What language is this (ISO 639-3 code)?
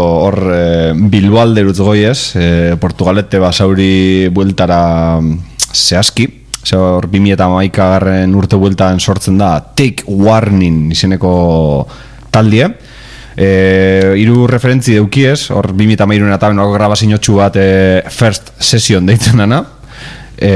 eus